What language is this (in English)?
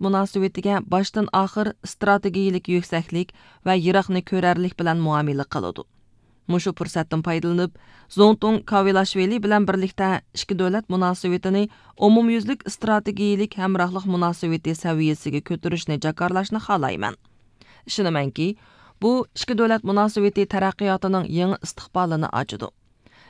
Uyghur